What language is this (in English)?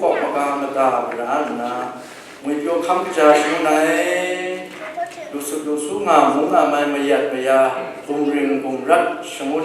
Kachin